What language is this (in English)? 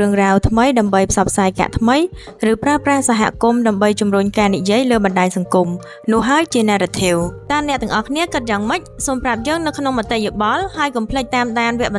Khmer